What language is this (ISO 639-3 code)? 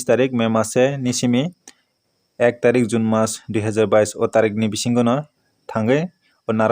trp